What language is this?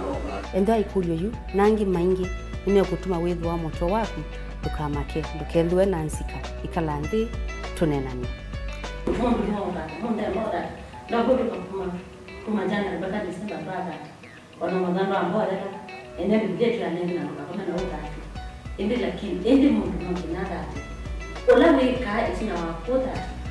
Kamba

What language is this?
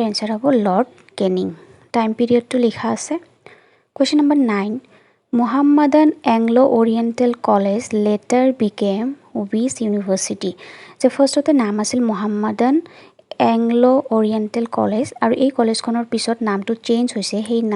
Assamese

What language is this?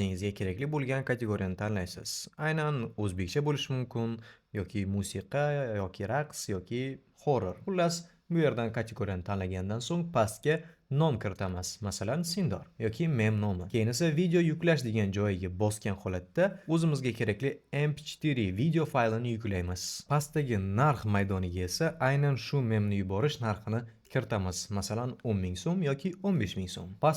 Uzbek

